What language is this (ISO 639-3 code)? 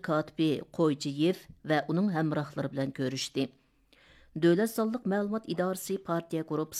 uig